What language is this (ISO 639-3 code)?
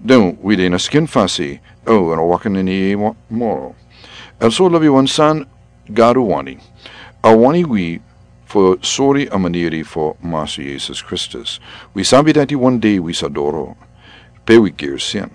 srn